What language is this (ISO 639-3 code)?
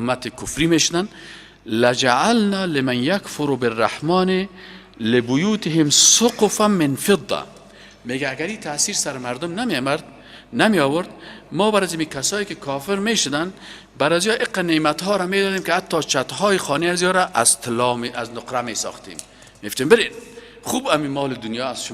fas